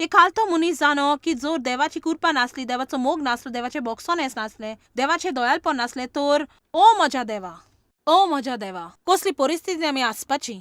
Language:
Konkani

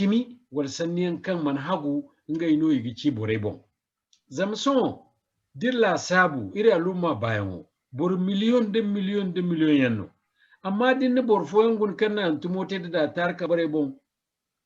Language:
Zarma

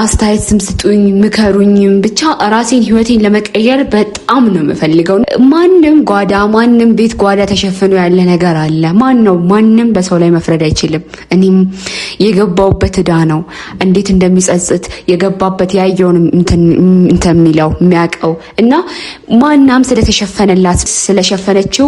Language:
Amharic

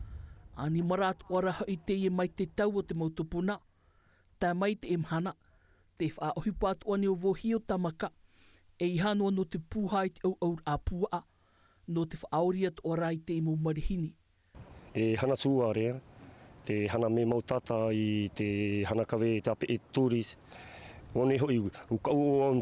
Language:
Tahitian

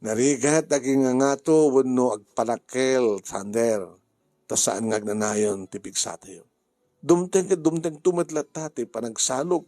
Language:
Iloko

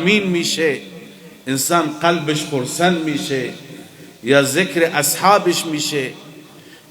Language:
Persian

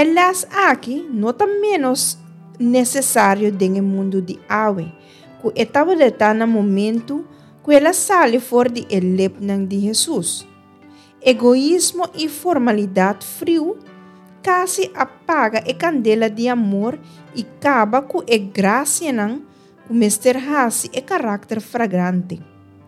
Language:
Papiamento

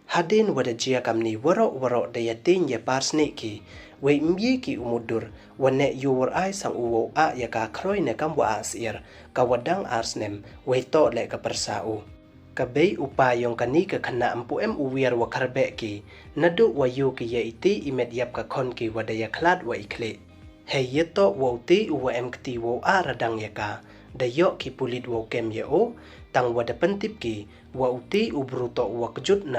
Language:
Pnar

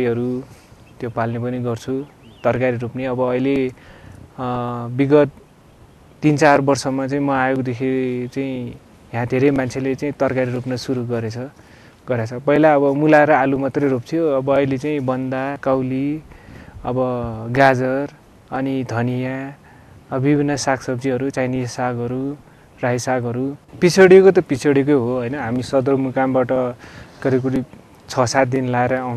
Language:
Nepali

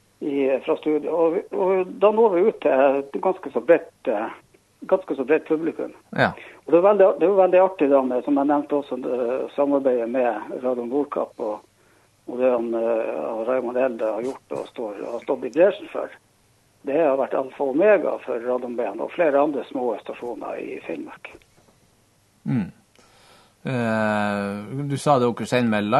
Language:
Norwegian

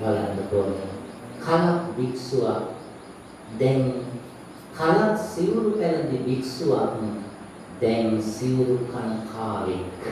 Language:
Sinhala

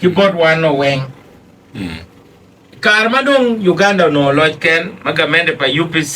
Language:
Acoli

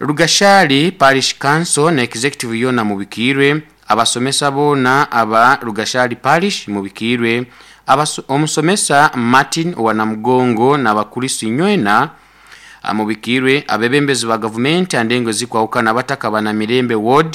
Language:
Nyoro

